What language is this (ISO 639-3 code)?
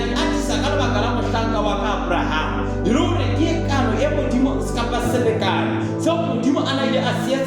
sot